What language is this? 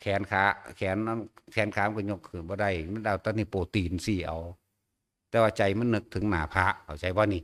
Northeastern Thai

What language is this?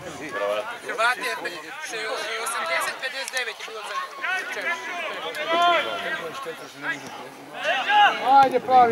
Serbian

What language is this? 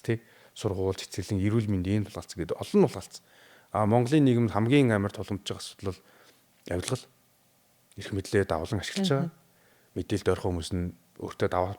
Mongolian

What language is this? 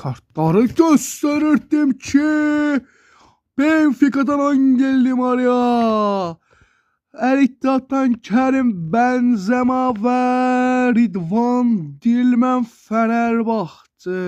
Azerbaijani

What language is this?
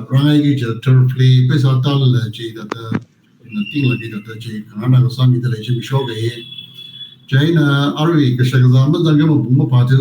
Tangkhul Naga (India)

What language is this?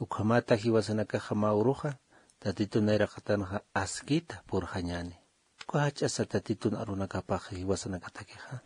Aymara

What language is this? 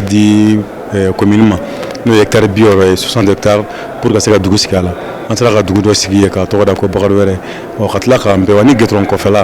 Bambara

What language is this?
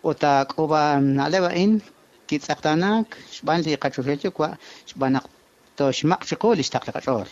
Kekchí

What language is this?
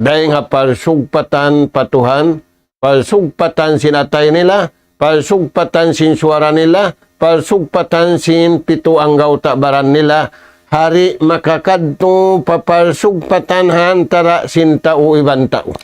Tausug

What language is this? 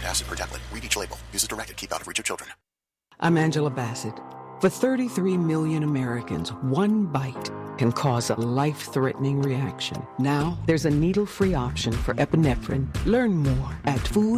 English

